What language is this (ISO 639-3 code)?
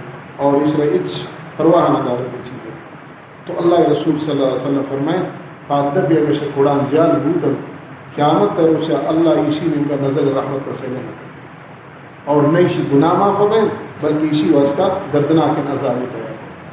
bal